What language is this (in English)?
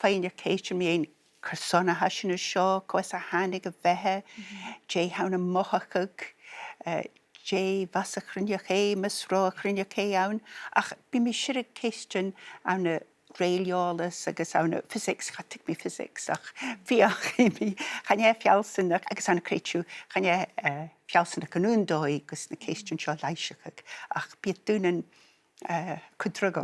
Scottish Gaelic